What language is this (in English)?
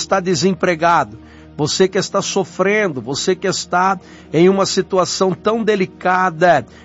Portuguese